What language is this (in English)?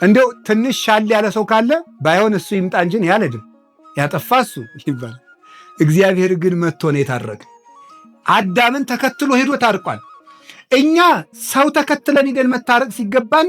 Amharic